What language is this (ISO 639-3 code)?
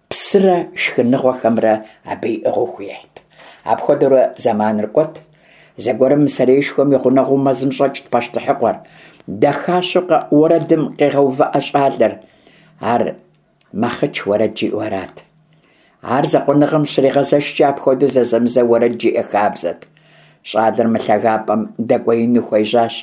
kbd